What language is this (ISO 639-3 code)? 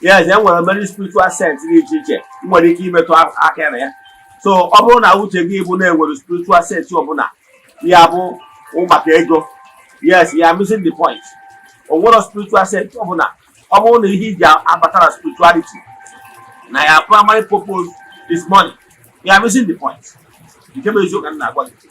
ibo